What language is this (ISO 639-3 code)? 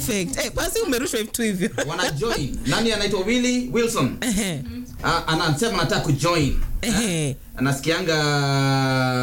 swa